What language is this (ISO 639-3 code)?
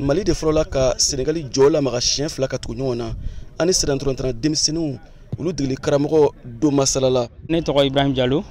bam